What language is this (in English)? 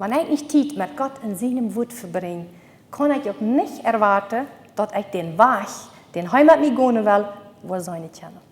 Plautdietsch